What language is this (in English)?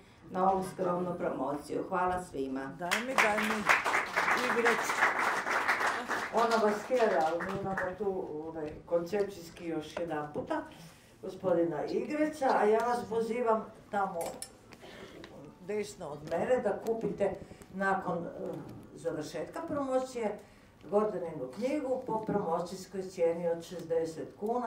Croatian